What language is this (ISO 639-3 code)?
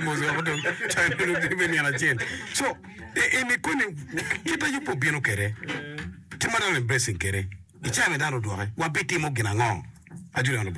ach